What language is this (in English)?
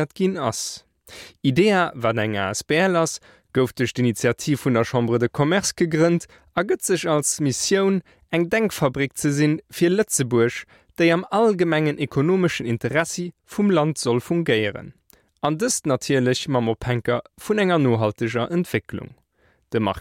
Luxembourgish